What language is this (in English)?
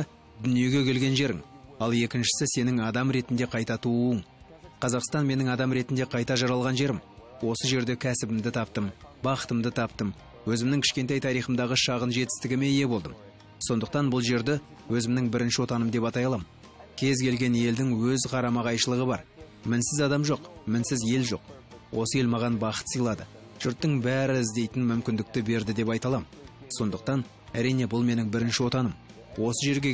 Kazakh